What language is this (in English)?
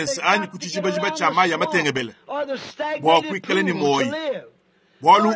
Luba-Lulua